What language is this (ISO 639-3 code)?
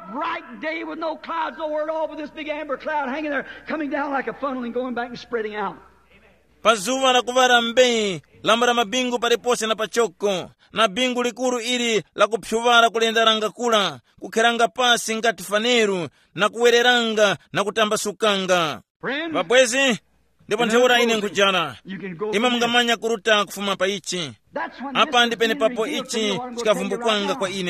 tum